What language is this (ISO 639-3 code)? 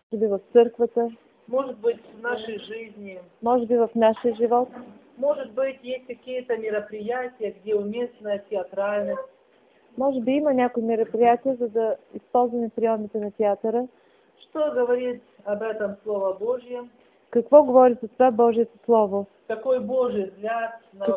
bul